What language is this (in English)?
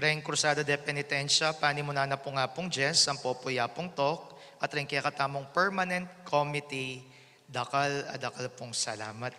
Pampanga